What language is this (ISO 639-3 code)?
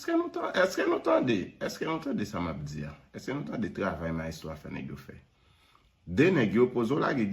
hat